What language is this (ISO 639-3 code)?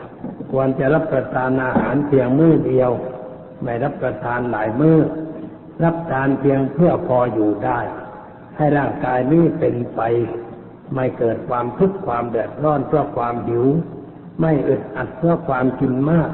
tha